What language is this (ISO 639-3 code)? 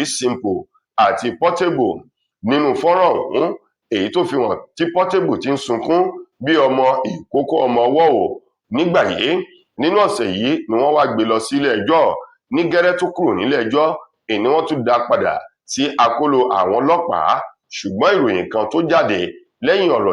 yor